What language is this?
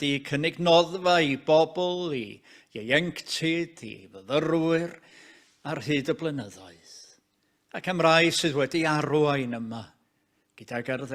Welsh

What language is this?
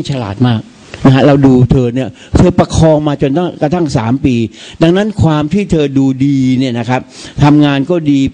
Thai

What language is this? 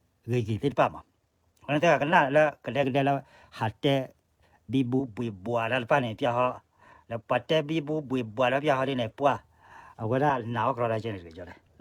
S'gaw Karen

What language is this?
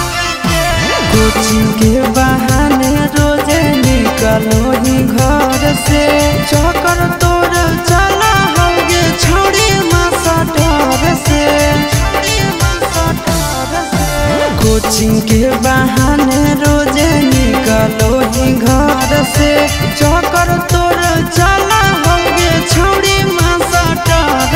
Bhojpuri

